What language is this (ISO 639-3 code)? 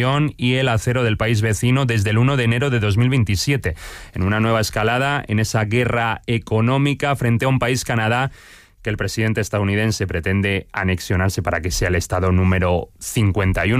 spa